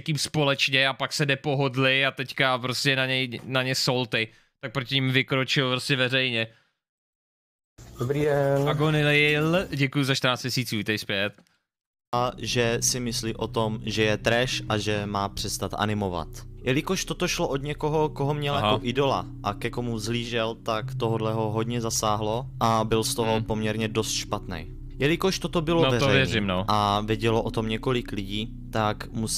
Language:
Czech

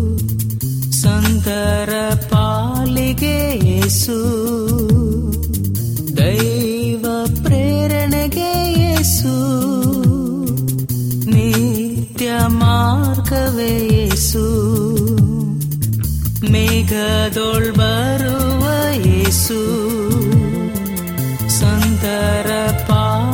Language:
Kannada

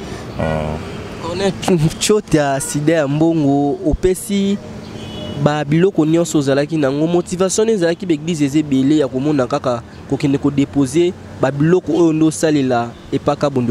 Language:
Lingala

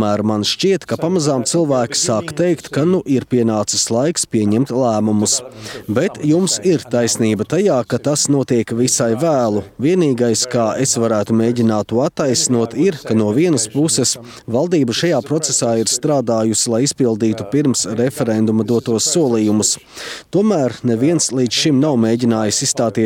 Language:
Latvian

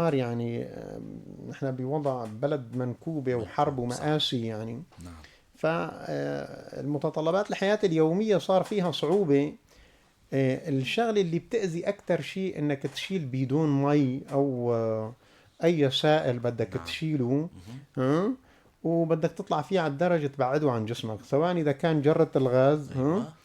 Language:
North Levantine Arabic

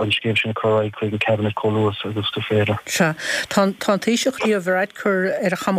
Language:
Irish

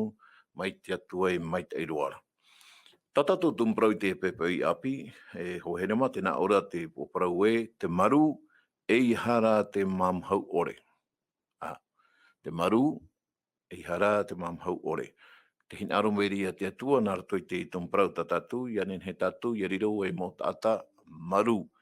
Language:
Tahitian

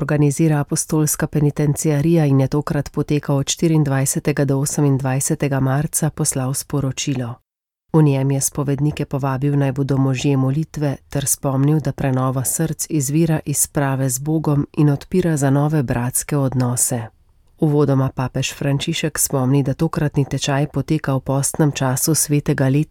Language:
Slovenian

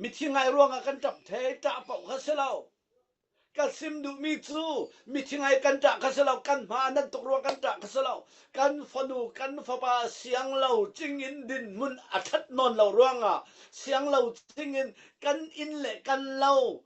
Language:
Falam Chin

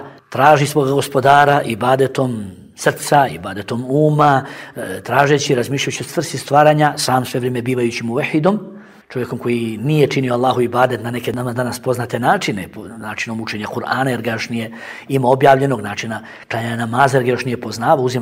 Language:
Bosnian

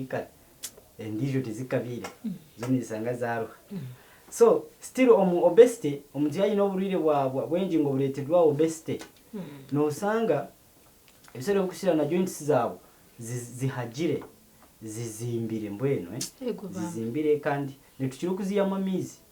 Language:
Nyankole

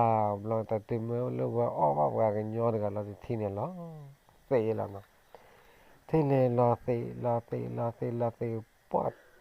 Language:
S'gaw Karen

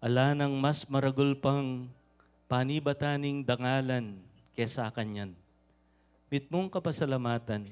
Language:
Pampanga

